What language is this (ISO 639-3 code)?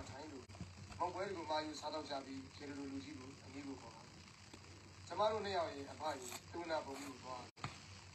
mya